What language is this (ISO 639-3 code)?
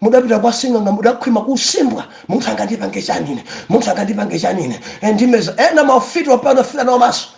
nya